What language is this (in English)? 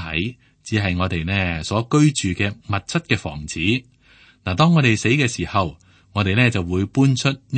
Cantonese